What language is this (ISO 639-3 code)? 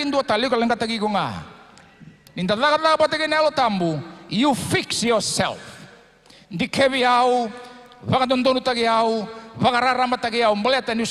fij